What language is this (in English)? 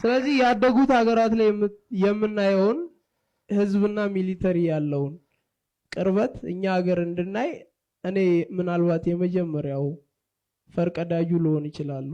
Amharic